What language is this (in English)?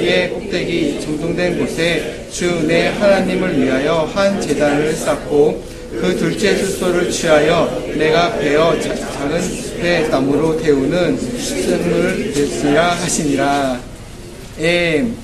Korean